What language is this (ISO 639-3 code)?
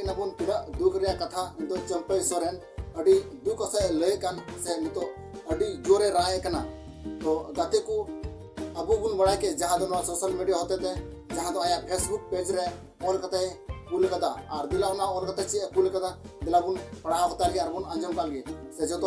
sat